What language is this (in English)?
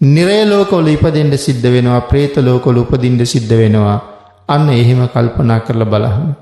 Sinhala